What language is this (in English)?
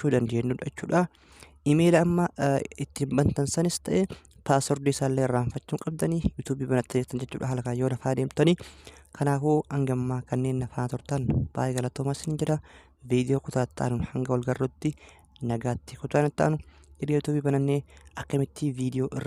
Oromo